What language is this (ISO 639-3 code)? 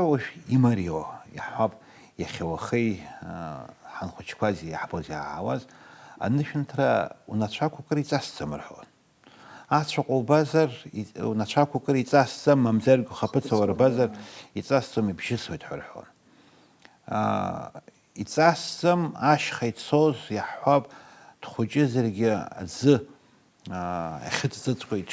abk